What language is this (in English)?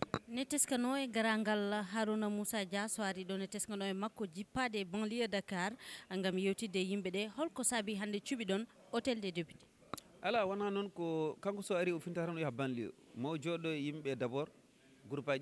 Fula